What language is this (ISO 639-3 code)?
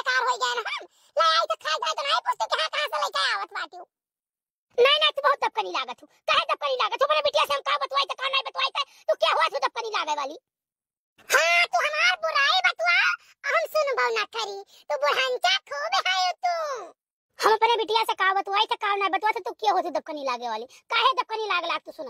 awa